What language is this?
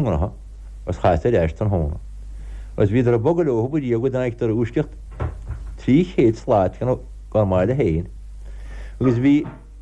Irish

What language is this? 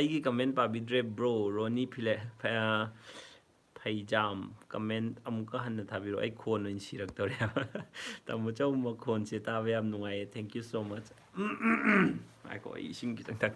Manipuri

